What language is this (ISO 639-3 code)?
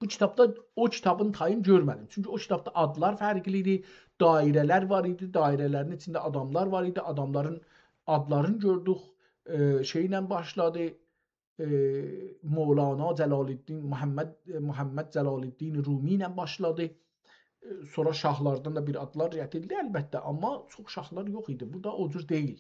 azb